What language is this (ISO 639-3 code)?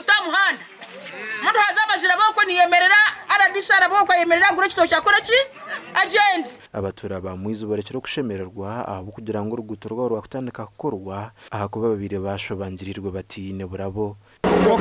nyn